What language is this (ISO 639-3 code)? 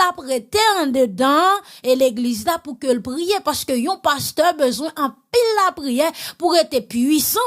hat